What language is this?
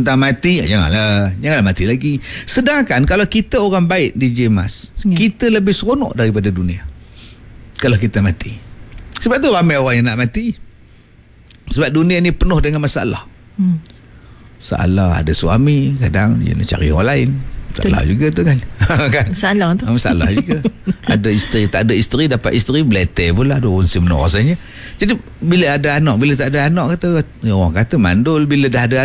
Malay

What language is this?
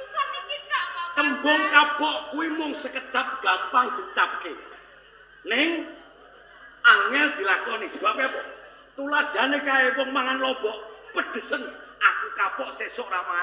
Javanese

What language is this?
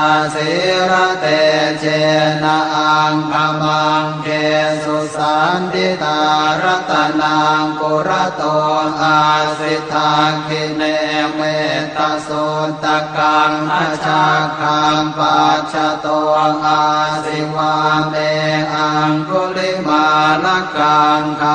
Pali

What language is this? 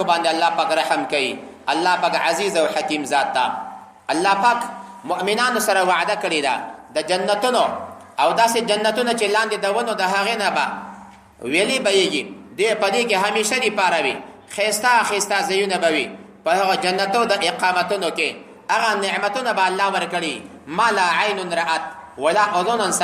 Pashto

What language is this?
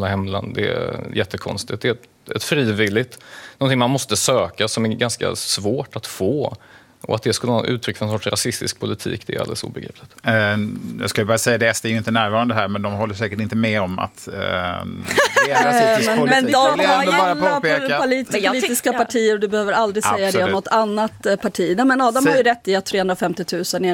Swedish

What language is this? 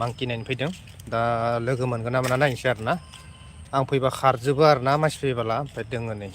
Bodo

